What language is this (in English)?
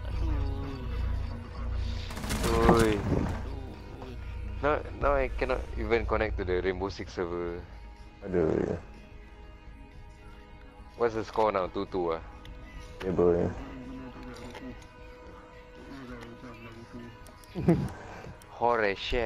Malay